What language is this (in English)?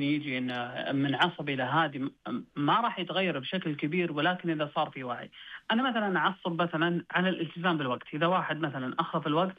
Najdi Arabic